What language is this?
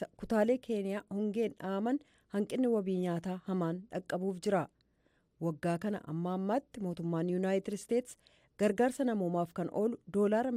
Oromo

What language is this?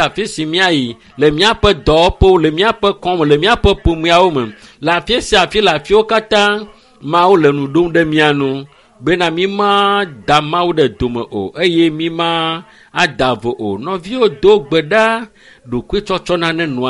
Ewe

